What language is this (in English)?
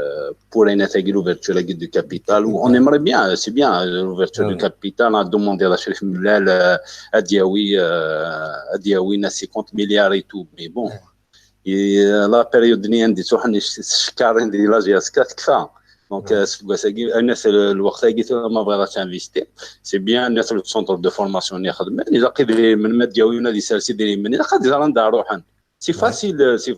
Kabyle